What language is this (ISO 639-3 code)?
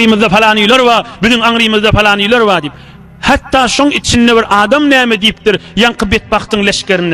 tuk